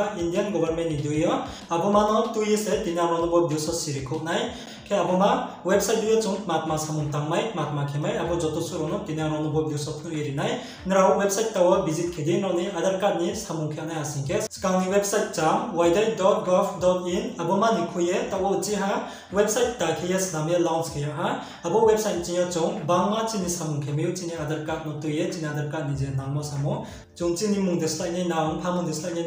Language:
Riang (India)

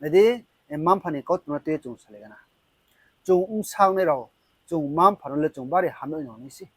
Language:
Riang (India)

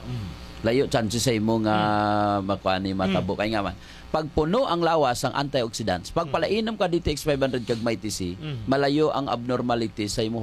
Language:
Hiligaynon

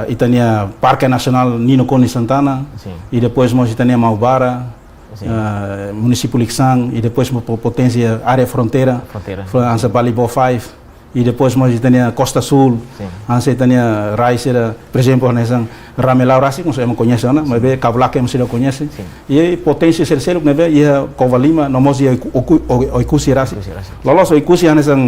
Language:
Tetum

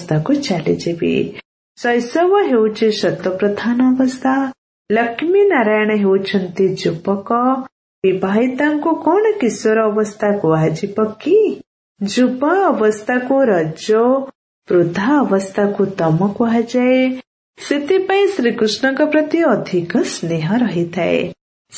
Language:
Odia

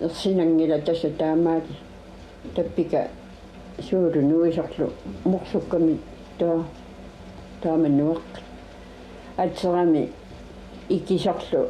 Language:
Kalaallisut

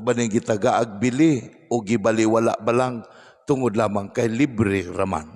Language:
Cebuano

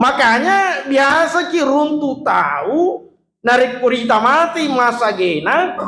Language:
Buginese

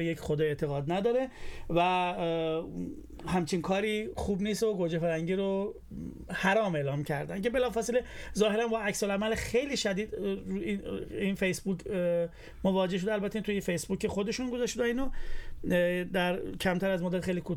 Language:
Persian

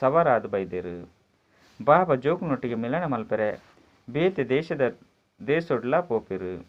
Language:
Tulu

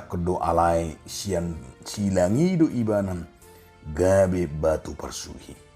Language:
Batak Toba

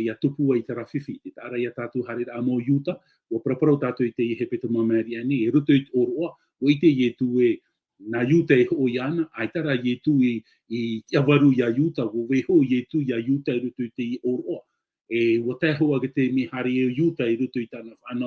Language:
Tahitian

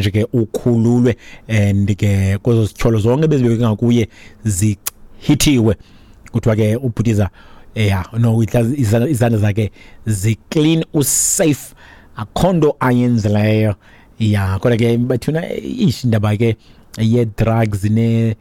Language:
Xhosa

